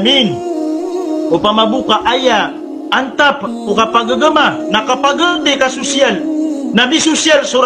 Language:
Maranao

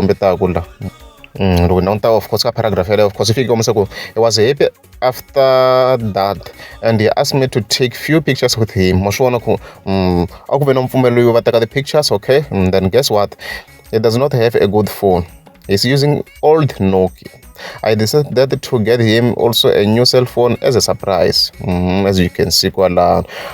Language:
Tsonga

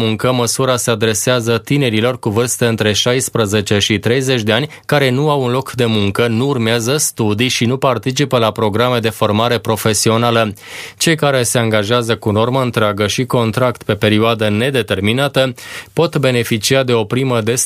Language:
Romanian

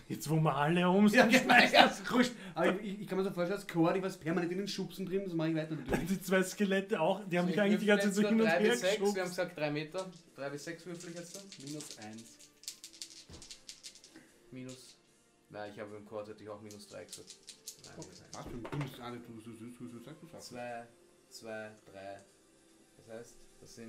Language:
German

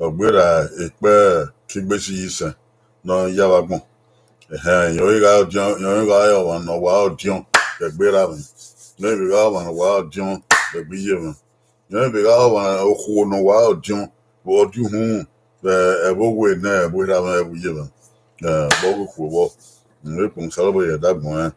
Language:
Bini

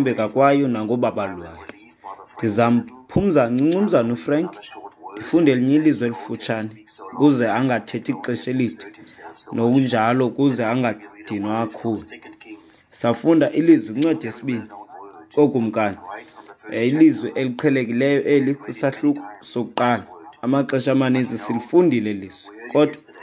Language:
Xhosa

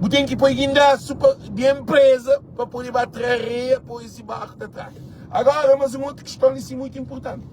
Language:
Kabuverdianu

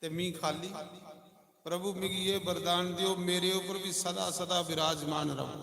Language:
Dogri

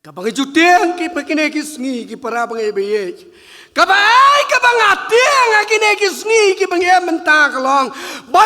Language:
Khasi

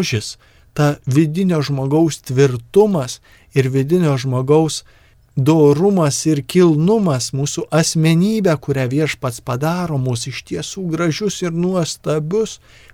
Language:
Lithuanian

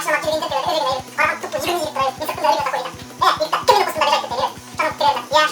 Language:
Bashkir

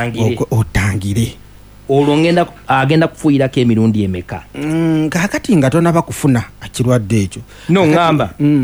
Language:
Ganda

